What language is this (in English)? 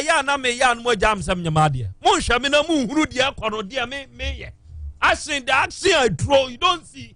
Akan